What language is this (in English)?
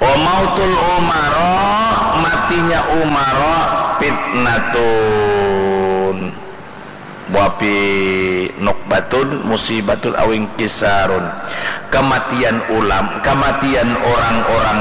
Banjar